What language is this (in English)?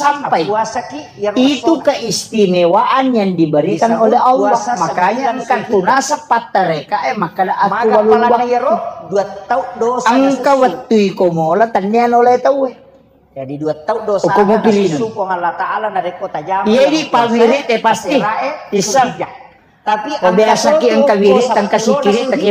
Buginese